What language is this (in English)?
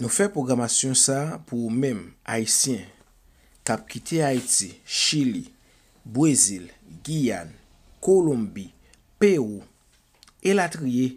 Haitian Creole